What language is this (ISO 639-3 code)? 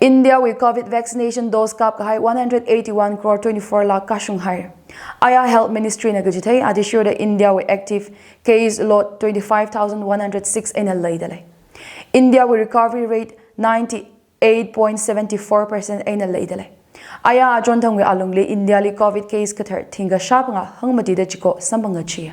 nmf